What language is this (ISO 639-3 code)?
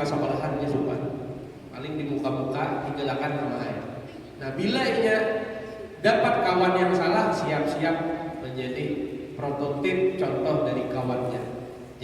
bjn